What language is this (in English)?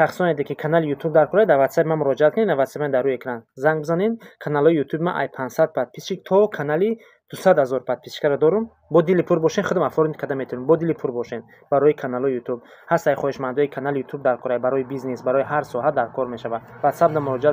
Tajik